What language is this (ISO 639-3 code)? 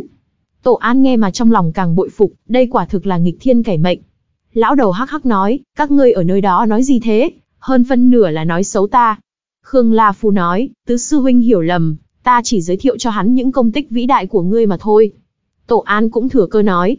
vie